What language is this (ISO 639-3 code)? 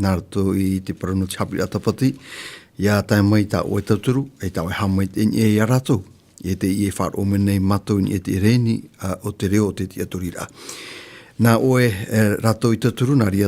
tah